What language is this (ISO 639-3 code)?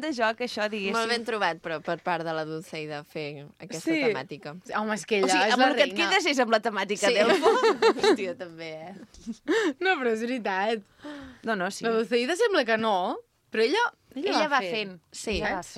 cat